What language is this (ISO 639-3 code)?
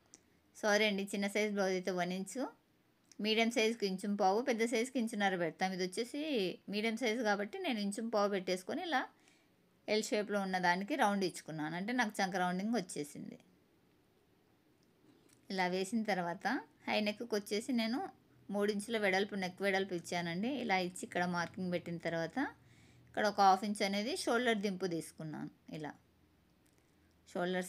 tel